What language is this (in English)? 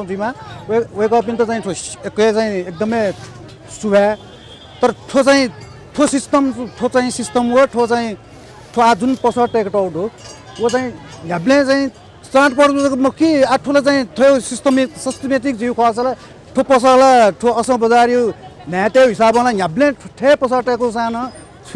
Newari